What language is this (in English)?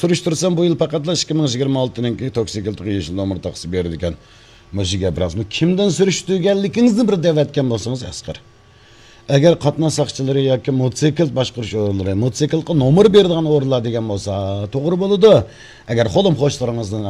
Uyghur